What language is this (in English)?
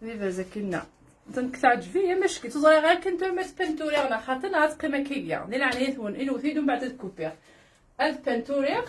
Kabyle